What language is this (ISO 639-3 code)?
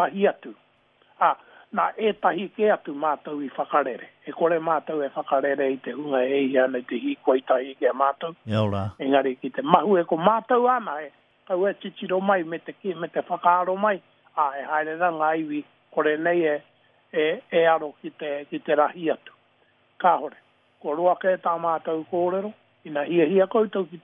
mri